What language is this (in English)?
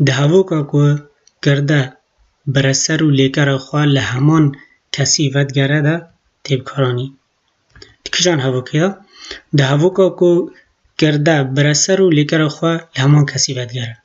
Kurdish